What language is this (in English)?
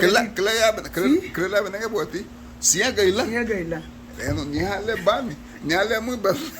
Garifuna